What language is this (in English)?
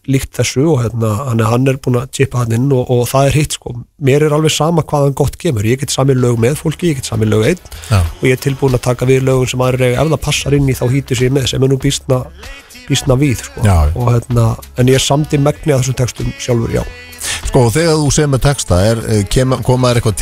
Icelandic